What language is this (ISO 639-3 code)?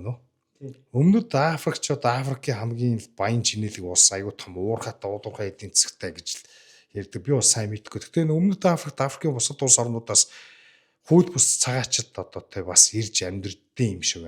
mon